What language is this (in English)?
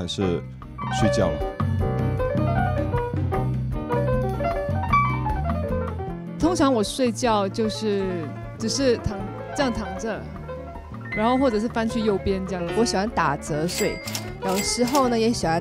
Chinese